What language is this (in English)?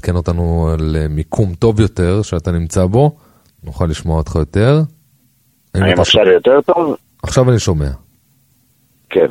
Hebrew